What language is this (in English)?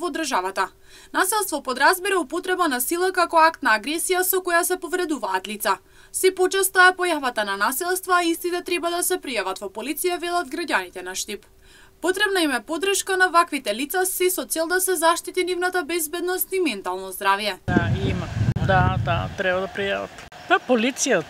Macedonian